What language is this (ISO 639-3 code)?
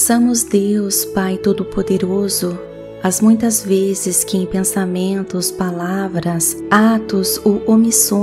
por